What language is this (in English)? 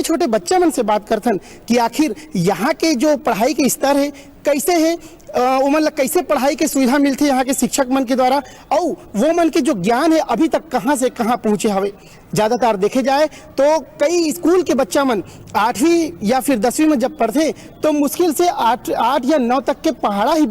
Chhattisgarhi